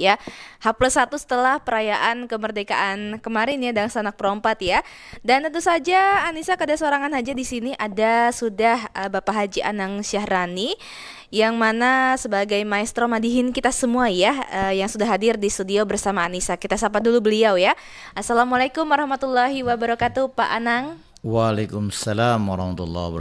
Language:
Banjar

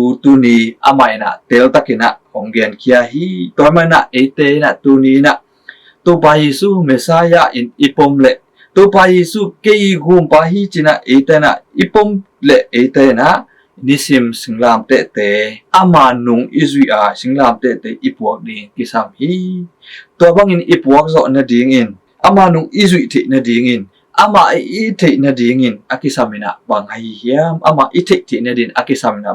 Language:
Tedim Chin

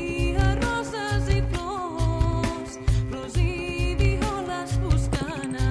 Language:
Catalan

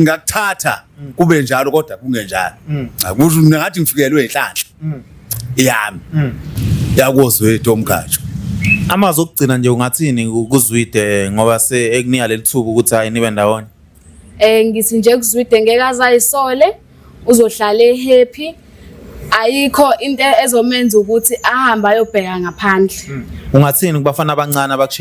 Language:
Zulu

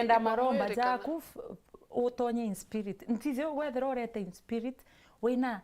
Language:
Meru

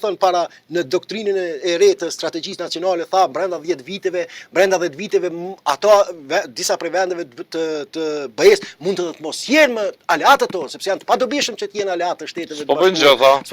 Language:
Albanian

